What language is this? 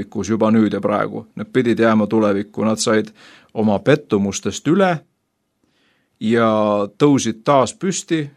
Estonian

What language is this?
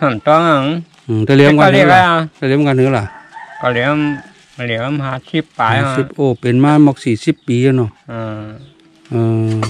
Shan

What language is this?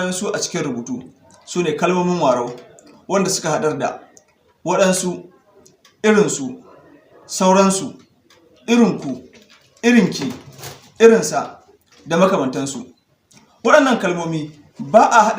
Hausa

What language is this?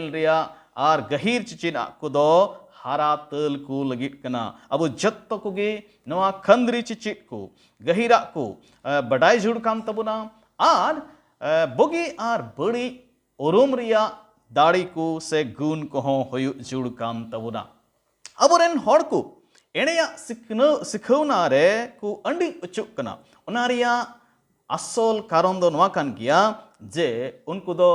Santali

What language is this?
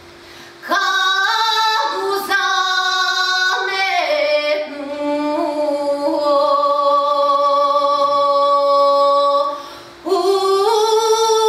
Serbian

